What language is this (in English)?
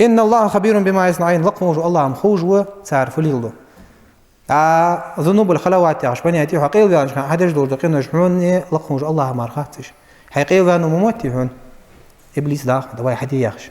Ingush